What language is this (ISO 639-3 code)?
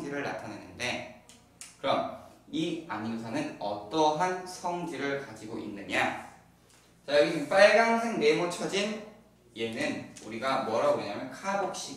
kor